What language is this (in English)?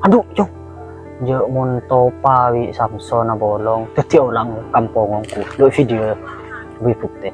Madurese